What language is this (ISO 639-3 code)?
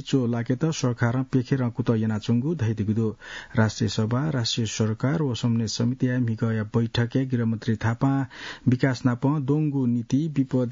new